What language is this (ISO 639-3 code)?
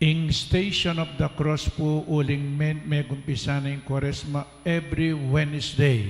pam